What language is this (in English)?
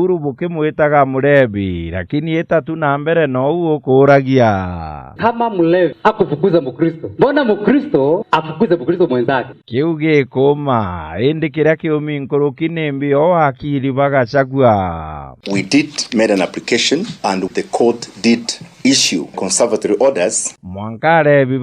Meru